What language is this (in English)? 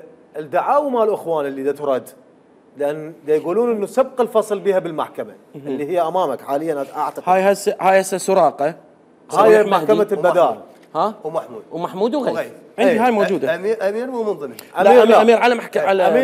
Mesopotamian Arabic